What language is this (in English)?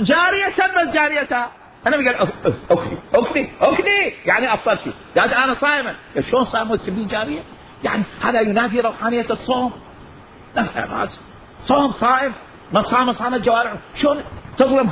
Mesopotamian Arabic